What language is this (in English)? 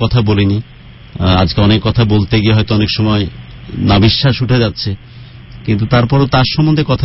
Bangla